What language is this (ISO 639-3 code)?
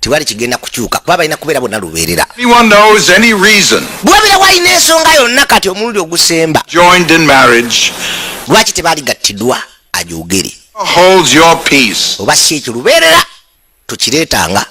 lug